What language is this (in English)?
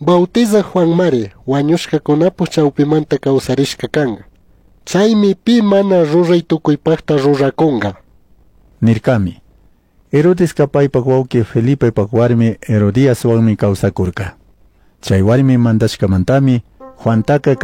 Chimborazo Highland Quichua